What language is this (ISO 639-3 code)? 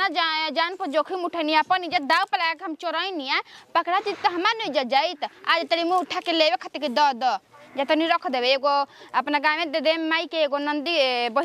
bho